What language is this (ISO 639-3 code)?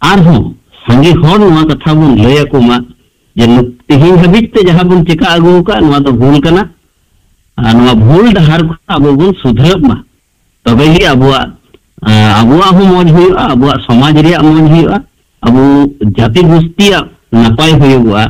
sat